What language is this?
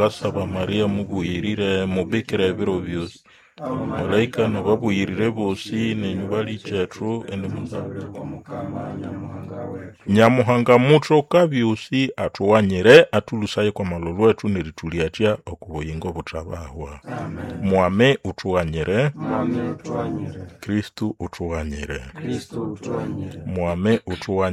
Nande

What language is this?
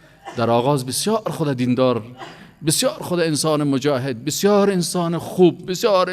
Persian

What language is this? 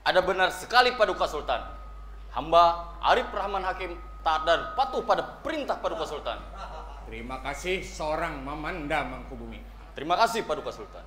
Banjar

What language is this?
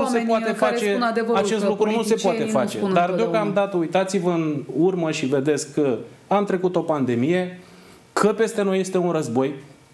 Romanian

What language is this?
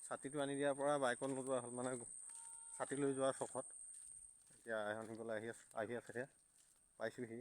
Assamese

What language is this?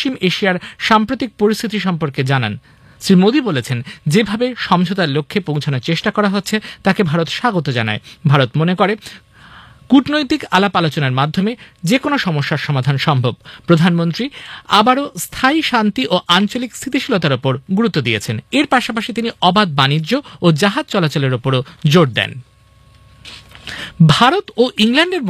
Bangla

